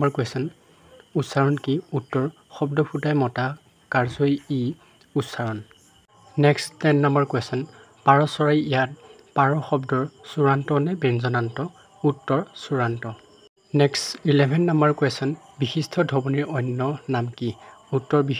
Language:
Assamese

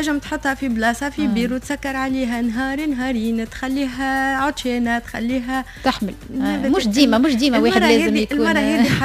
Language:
Tunisian Arabic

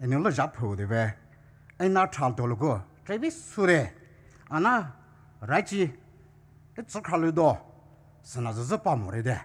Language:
Poumei Naga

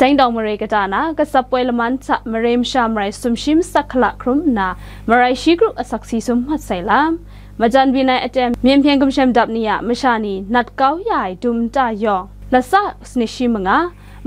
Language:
Kachin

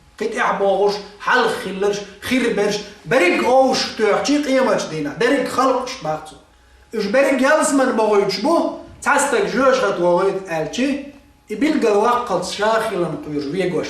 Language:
Chechen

